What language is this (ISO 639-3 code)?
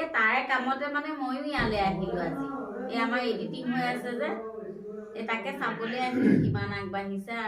asm